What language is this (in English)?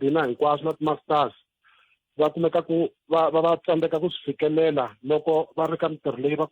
Tsonga